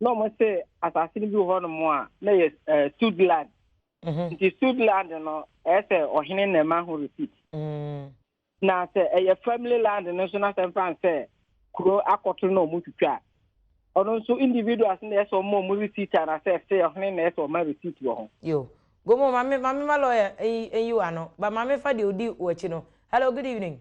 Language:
Akan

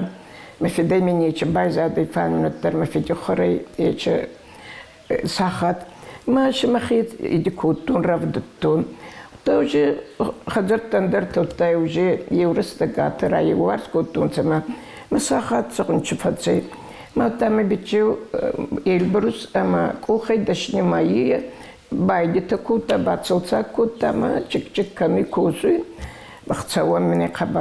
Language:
Ossetic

